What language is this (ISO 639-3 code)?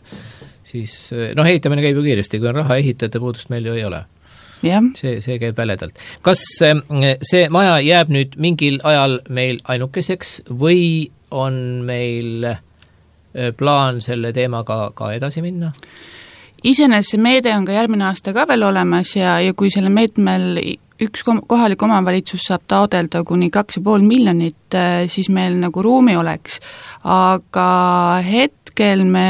est